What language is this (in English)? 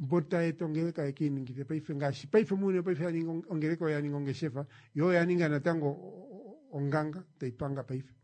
Kuanyama